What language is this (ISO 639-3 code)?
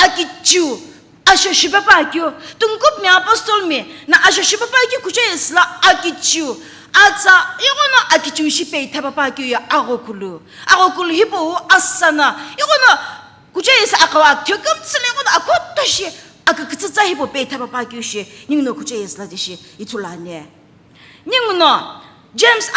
nsm